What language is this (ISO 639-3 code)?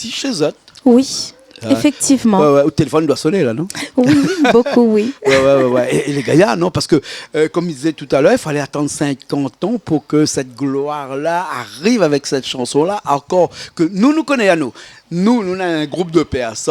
rcf